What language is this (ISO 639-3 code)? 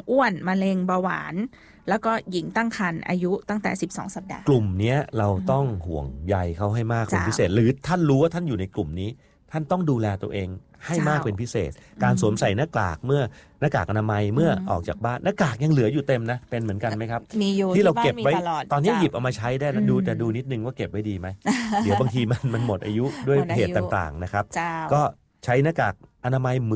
tha